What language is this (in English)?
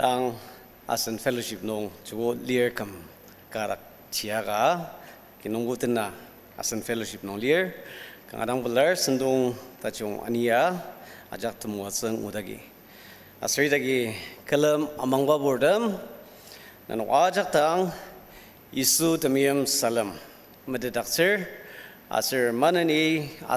Ao Naga